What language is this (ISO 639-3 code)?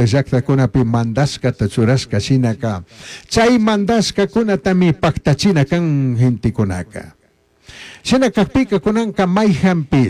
qug